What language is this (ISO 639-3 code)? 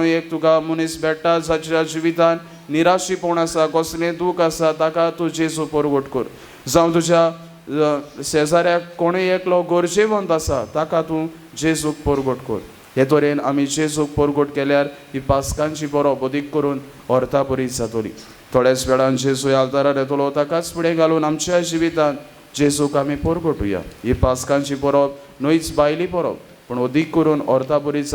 kok